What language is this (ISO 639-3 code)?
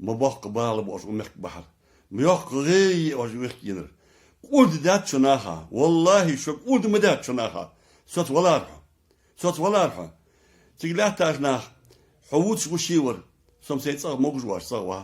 inh